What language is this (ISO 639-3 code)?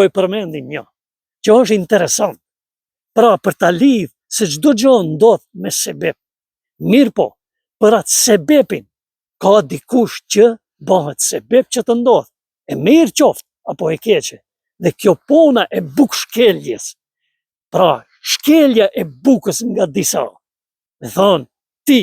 sqi